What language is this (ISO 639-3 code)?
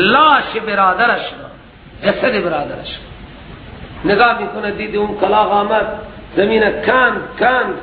fas